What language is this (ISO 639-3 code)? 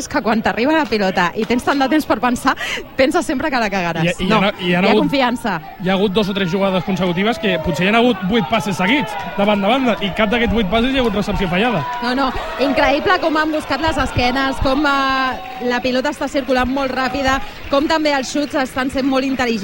cat